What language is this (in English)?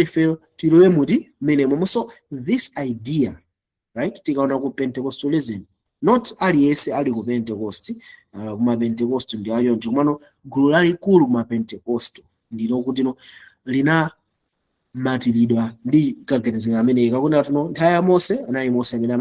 Nyanja